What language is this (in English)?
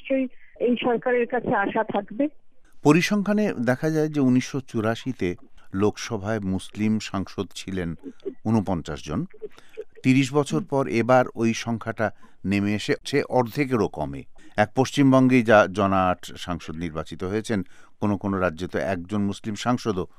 Bangla